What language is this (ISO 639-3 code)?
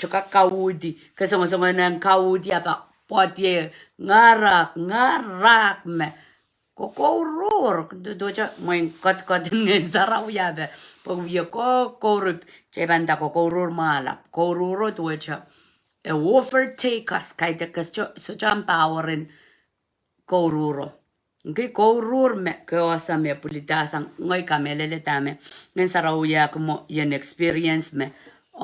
pon